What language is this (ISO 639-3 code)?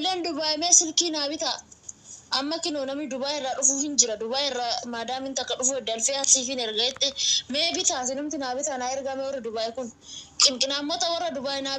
orm